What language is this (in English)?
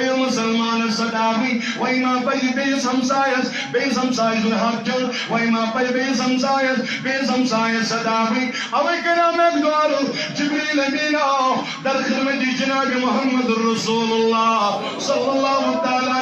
Kashmiri